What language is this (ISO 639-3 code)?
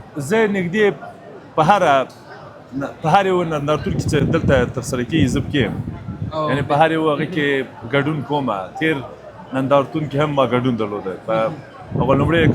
pus